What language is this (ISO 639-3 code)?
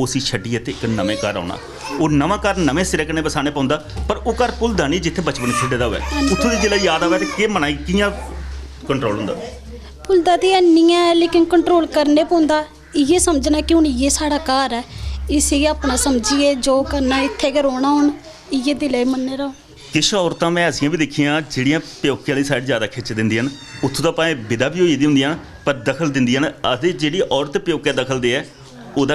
doi